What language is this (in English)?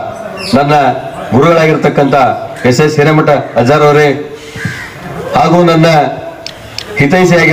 Kannada